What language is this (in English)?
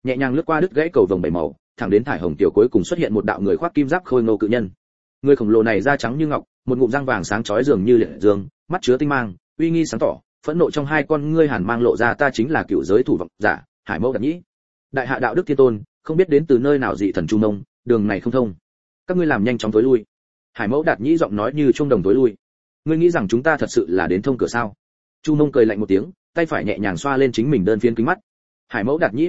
Vietnamese